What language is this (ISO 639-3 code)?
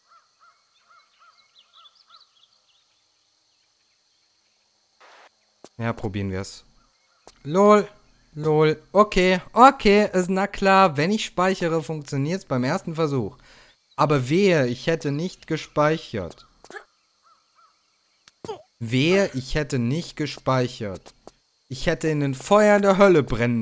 deu